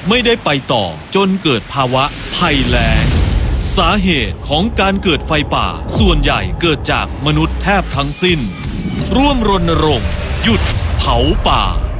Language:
Thai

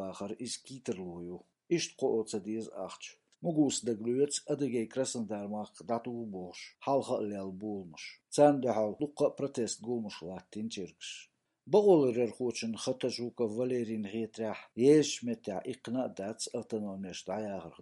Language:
Chechen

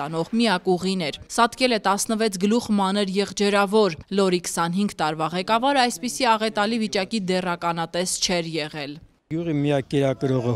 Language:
Armenian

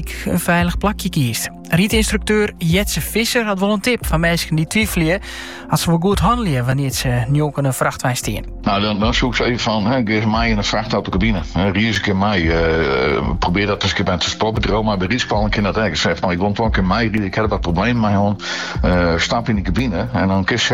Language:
Dutch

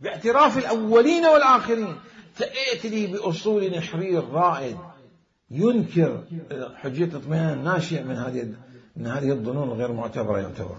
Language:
Mesopotamian Arabic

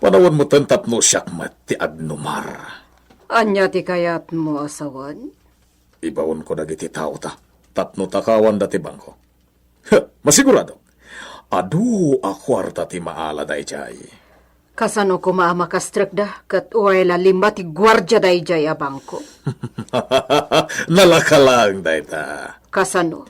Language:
Iloko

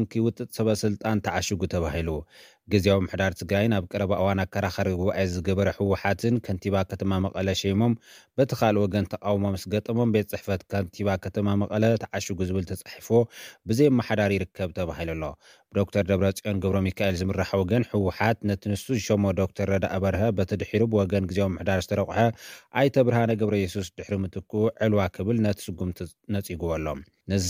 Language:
Tigrinya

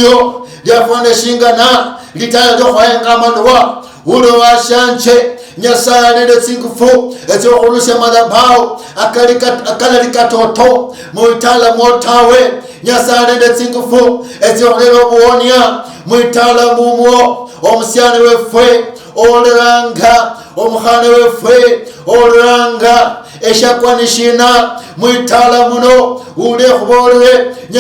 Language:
Luyia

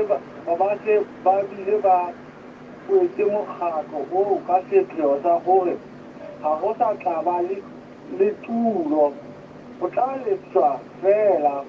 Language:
Southern Sotho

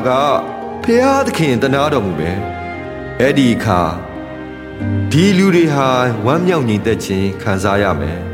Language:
Burmese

